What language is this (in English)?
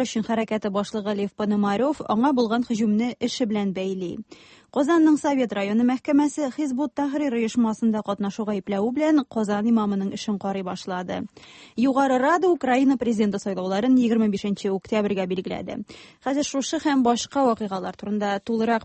Tatar